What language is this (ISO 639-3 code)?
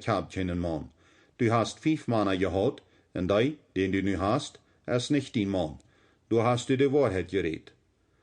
pdt